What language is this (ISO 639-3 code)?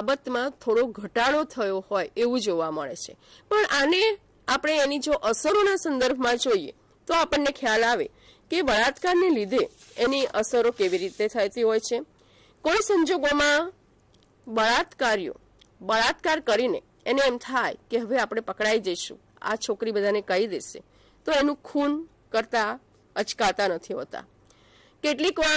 guj